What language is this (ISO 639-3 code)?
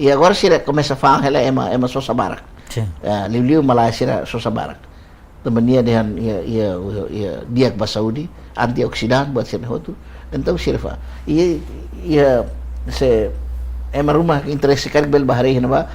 tet